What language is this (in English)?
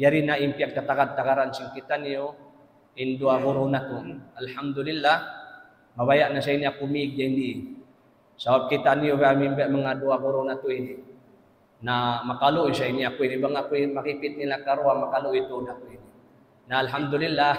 Tausug